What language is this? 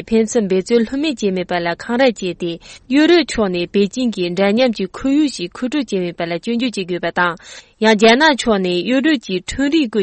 Tibetan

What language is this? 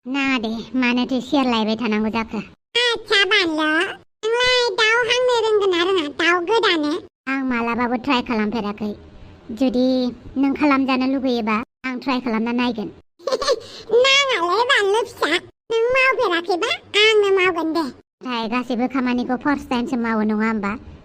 Bodo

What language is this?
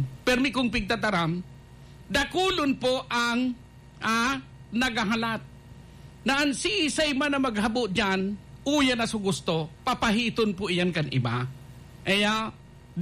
Bikol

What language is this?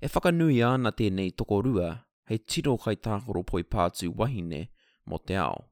Māori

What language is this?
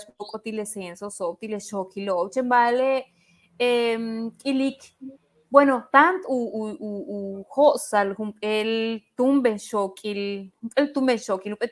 Yucateco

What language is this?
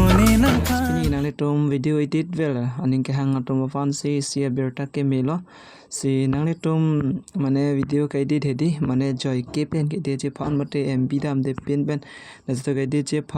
Karbi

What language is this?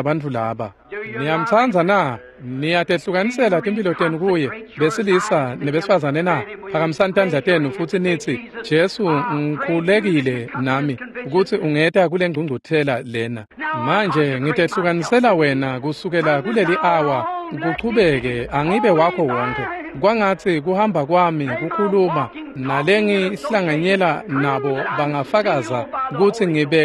Swati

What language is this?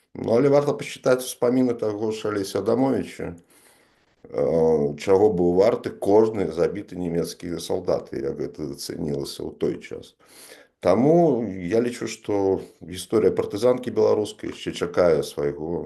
Belarusian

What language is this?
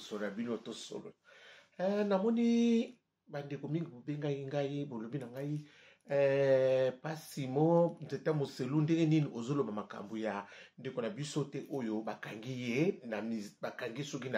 Lingala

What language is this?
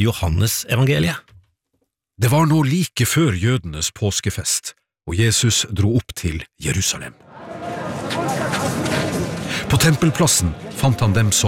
Norwegian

